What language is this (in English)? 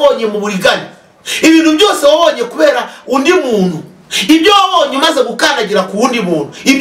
Kinyarwanda